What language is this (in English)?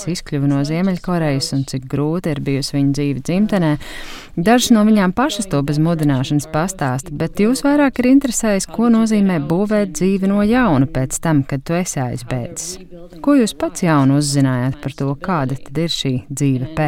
Latvian